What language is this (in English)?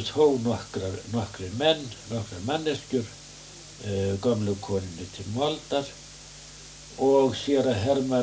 Icelandic